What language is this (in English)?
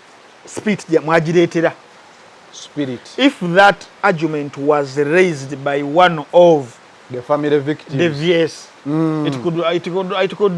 Ganda